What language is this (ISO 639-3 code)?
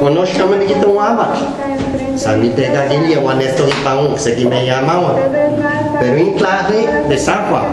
ngu